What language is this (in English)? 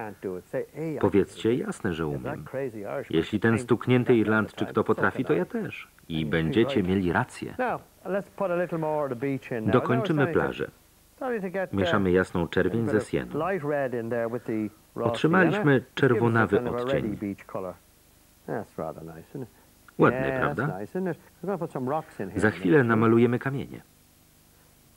Polish